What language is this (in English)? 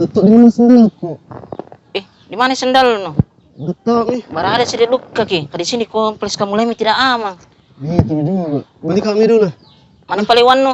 Makassar Malay